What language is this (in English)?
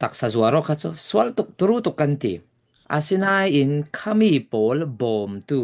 Falam Chin